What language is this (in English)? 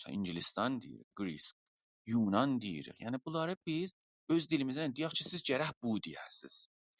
South Azerbaijani